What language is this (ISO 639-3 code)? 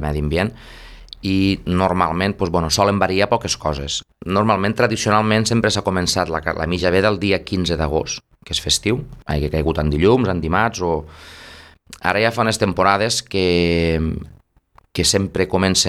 cat